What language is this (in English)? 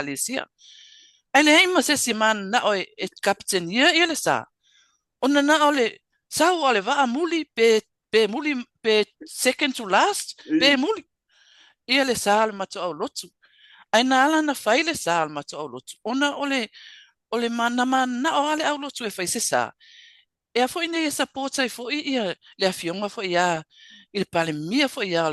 Samoan